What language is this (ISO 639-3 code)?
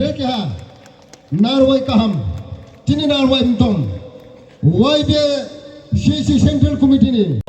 ria